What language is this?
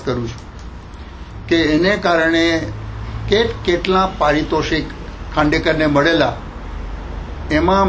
Gujarati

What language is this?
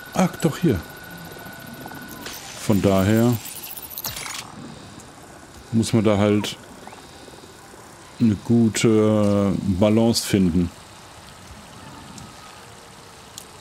German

